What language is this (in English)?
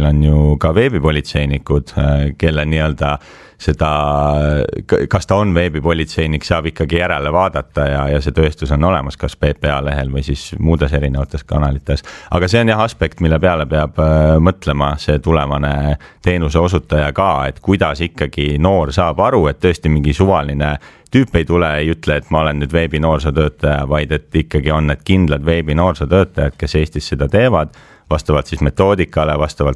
Estonian